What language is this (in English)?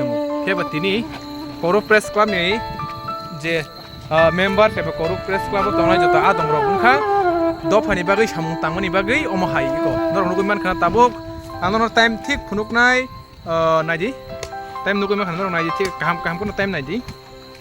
Kok Borok